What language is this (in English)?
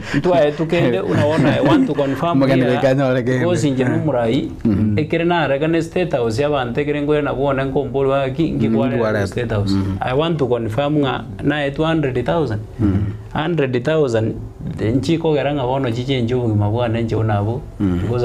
Gusii